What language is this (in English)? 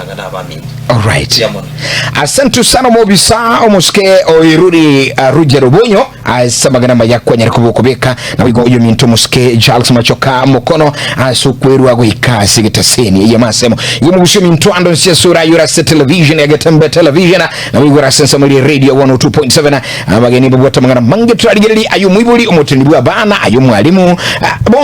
Gusii